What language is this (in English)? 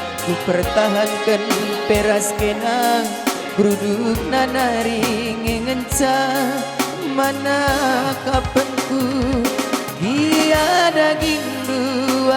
Batak Karo